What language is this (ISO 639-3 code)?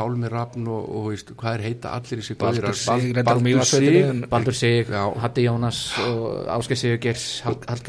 isl